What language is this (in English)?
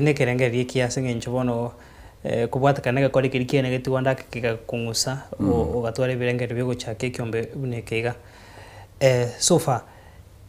Gusii